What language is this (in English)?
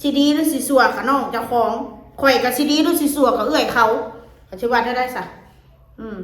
Northeastern Thai